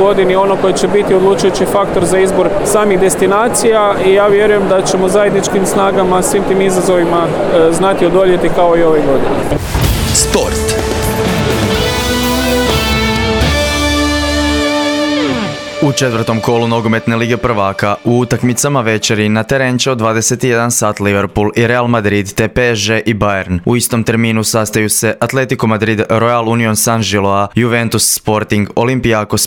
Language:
Croatian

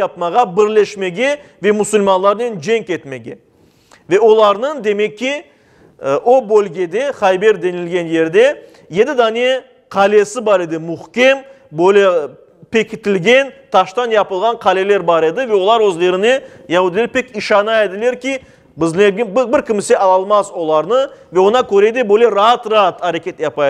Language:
Crimean Tatar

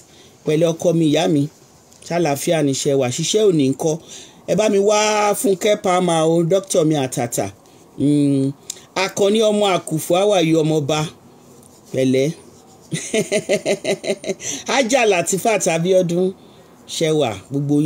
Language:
Yoruba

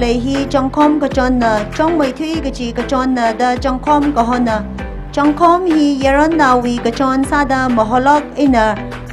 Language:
Tangkhul Naga (India)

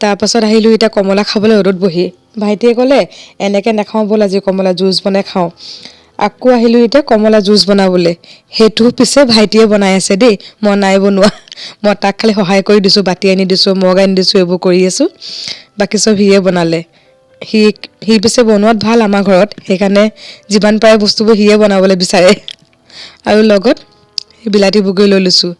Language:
Assamese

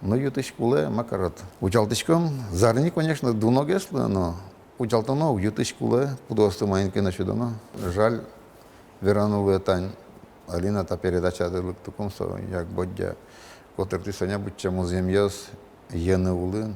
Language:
Udmurt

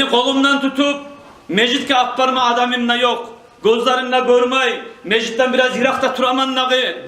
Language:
Kumyk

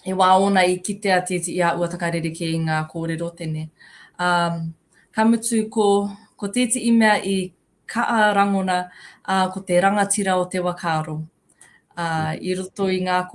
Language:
Māori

